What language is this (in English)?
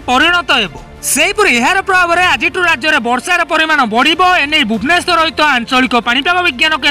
Odia